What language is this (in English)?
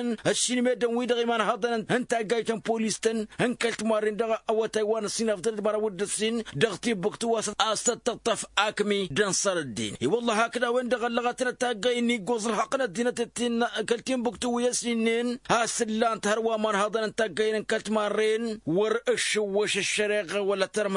Tamasheq